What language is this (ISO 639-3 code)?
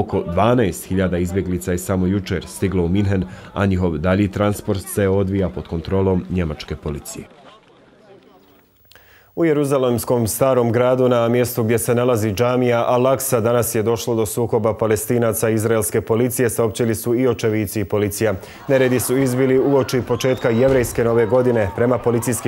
bos